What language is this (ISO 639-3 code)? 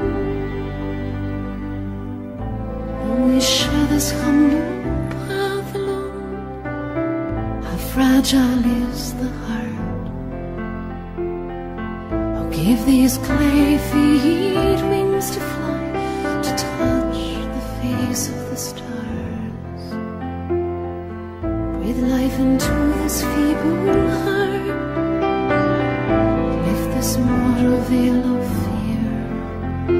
eng